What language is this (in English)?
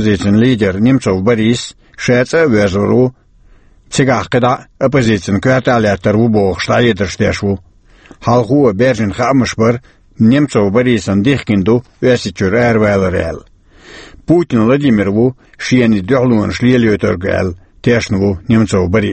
Chechen